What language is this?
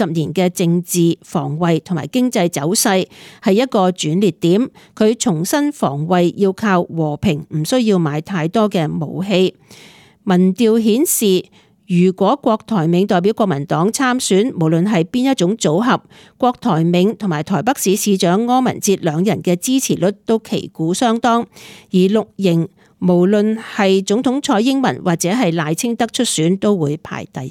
Cantonese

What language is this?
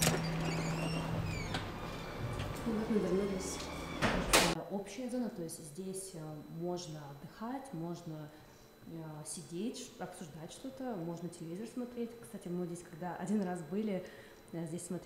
Russian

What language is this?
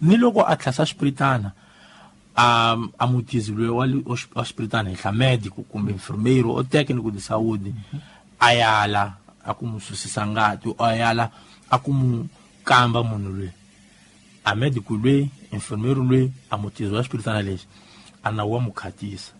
Tsonga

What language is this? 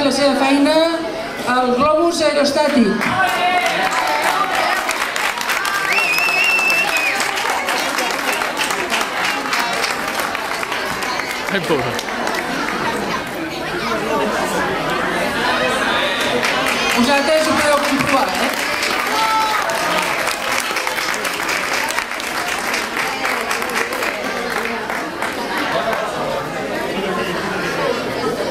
Catalan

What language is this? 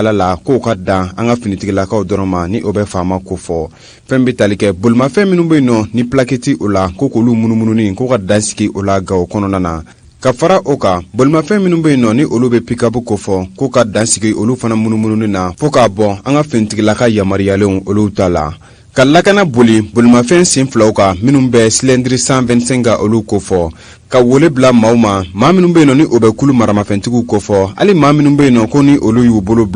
Bambara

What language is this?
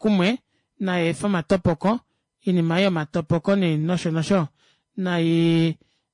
Kuanyama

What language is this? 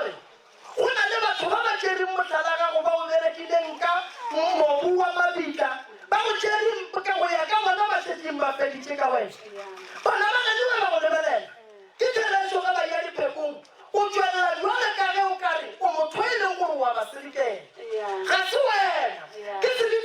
Northern Sotho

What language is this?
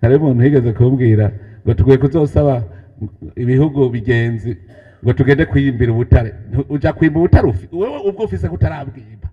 Rundi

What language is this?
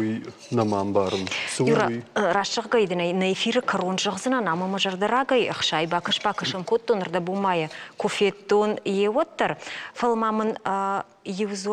Ossetic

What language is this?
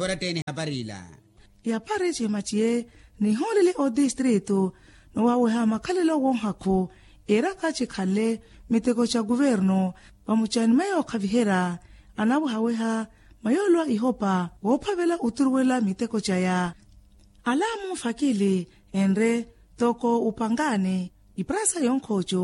Makhuwa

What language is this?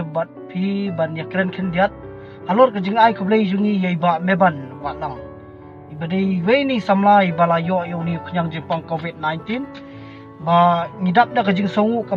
Khasi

